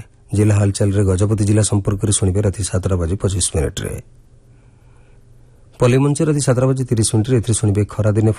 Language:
Odia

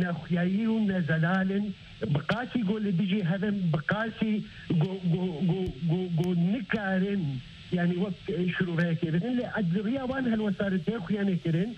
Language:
Kurdish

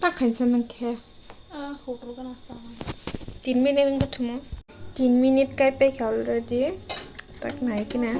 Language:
Kok Borok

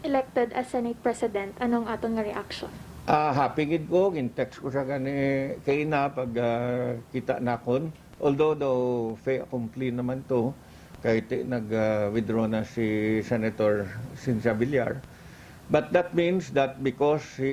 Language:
Hiligaynon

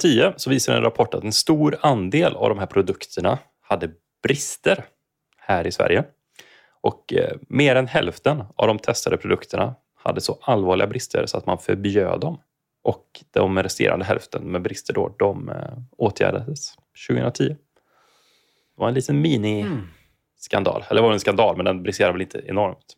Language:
Swedish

